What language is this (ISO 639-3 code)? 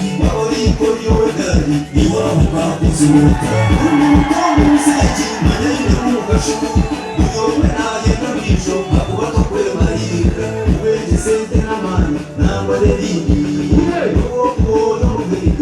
nyn